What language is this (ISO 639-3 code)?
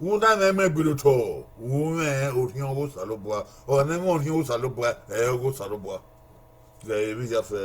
bin